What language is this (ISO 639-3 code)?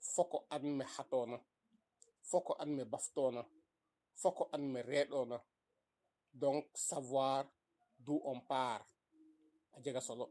srr